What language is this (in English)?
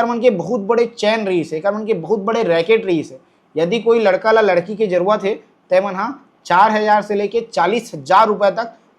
Chhattisgarhi